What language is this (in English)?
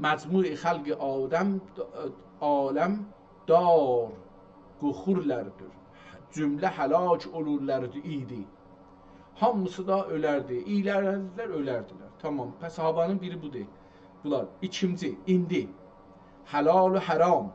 South Azerbaijani